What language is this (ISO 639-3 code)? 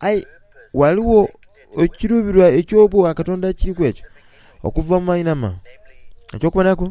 xog